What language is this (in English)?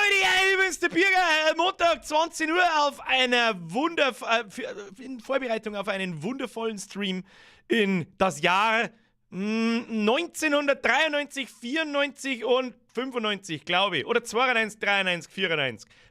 Bavarian